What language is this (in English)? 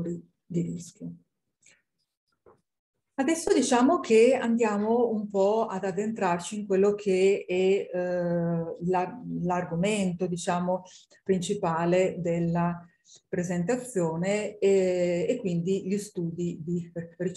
Italian